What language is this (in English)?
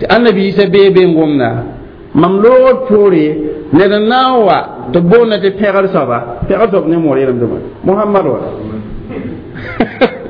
Mossi